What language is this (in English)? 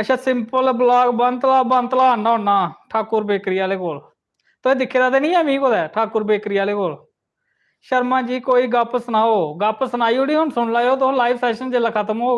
Dogri